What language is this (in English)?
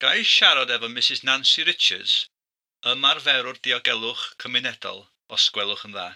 Welsh